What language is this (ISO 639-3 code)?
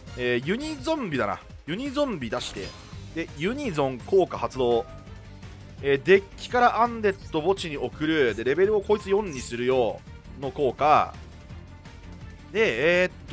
jpn